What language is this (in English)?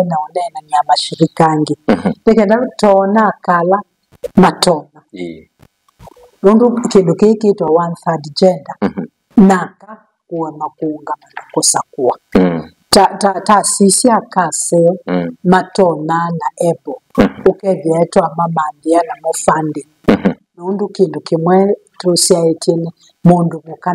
Kamba